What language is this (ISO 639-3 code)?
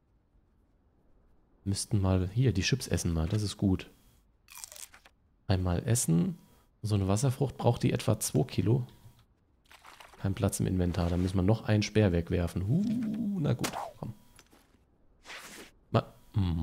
deu